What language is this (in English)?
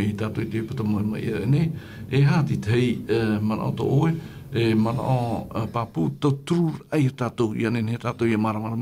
Tahitian